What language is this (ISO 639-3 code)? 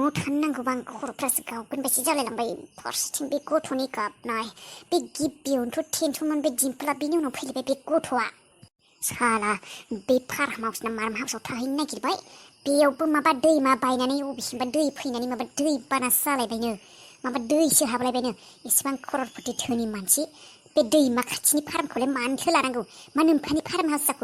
brx